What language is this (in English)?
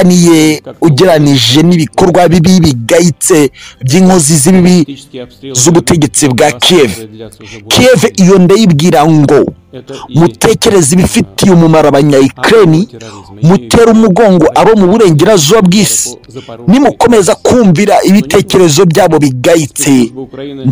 Kinyarwanda